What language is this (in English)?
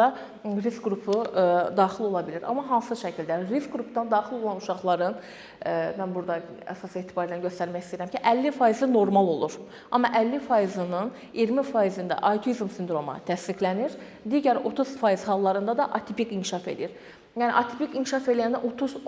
Azerbaijani